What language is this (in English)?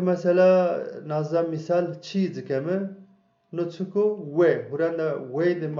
Zaza